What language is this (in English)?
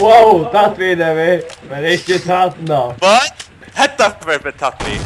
Faroese